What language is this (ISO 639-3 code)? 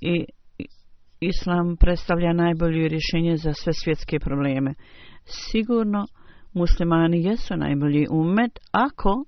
bos